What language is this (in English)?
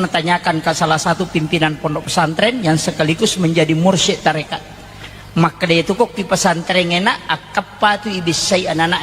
Buginese